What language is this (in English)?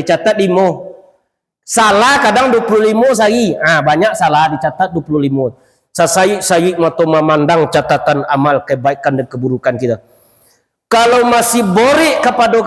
Minangkabau